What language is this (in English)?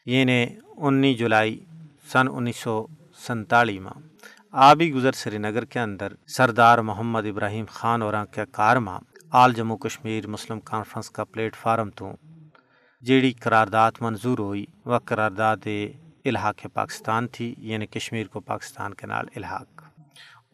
Gujari